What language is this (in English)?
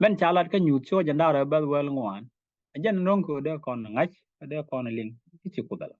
Nuer